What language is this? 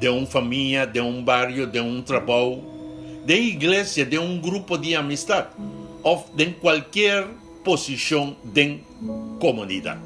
Papiamento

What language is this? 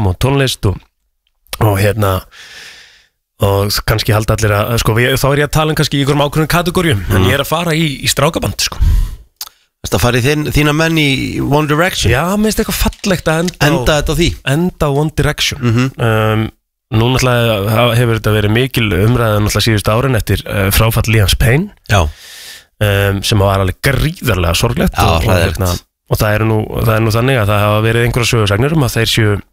Icelandic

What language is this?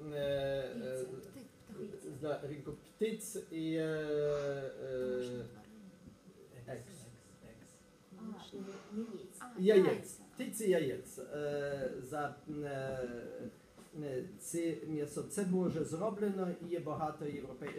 Ukrainian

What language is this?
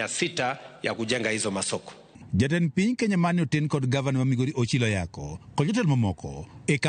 Luo (Kenya and Tanzania)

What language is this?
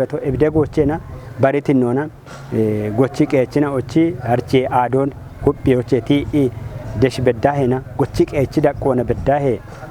Kafa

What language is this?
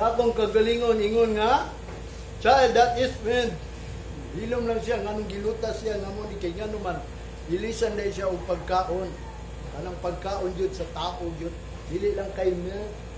Cebuano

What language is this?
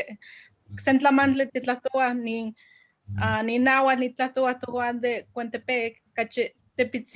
Eastern Huasteca Nahuatl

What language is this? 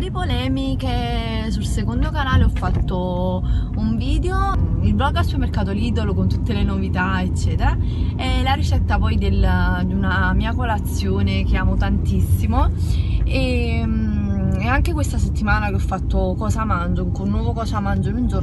Italian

